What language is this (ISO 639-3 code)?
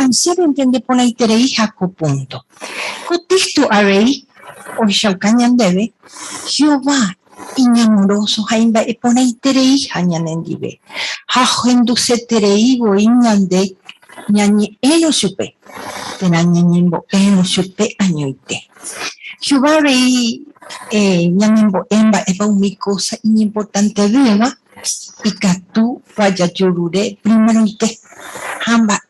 grn